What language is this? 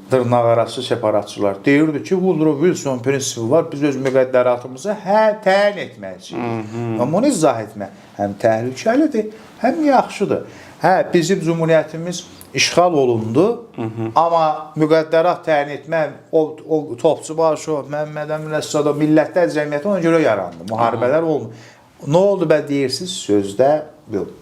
Azerbaijani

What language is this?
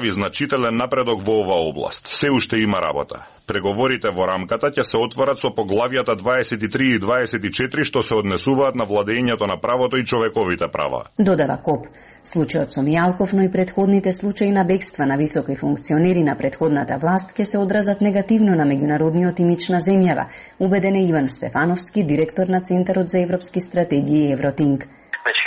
Macedonian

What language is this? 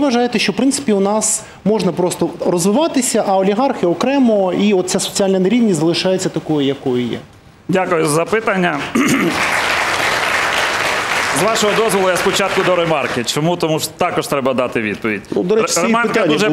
Ukrainian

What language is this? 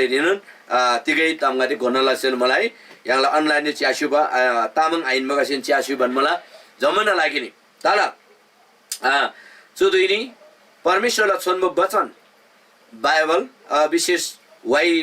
Eastern Tamang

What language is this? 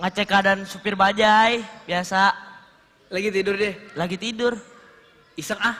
Betawi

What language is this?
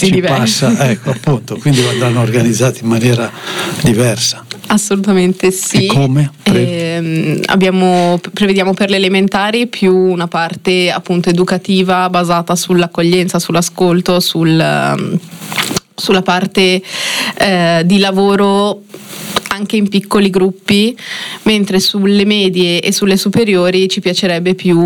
Italian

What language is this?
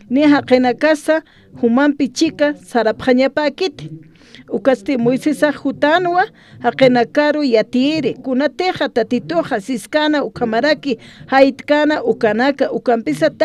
Aymara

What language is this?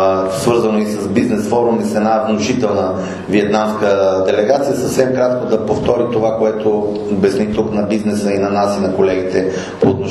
Bulgarian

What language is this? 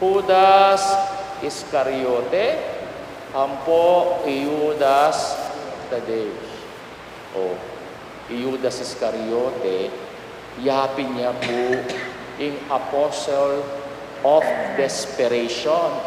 Pampanga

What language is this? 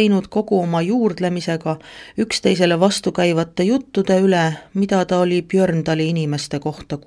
Estonian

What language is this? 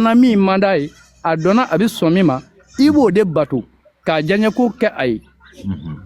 Bambara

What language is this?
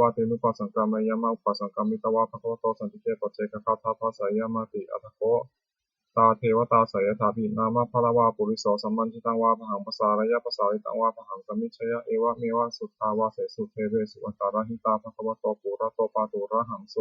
Pali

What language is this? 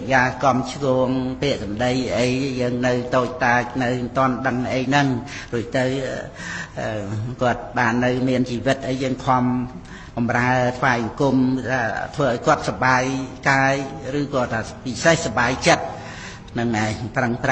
Khmer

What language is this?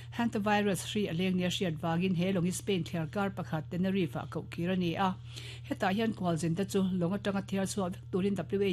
Mizo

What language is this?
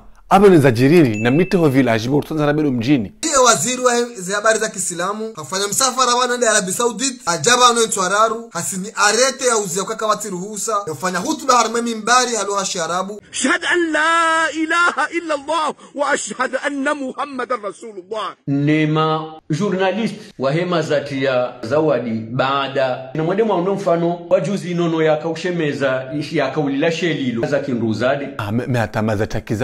Ngazidja Comorian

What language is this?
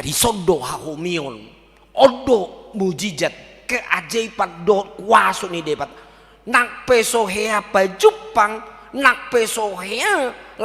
Batak Toba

